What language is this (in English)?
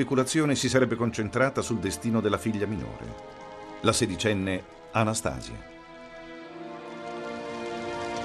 Italian